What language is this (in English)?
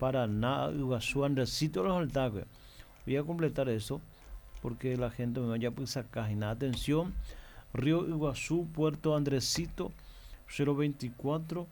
Guarani